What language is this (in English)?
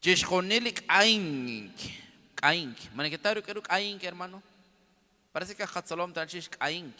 Kekchí